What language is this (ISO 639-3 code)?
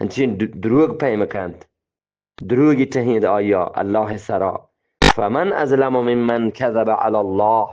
bgp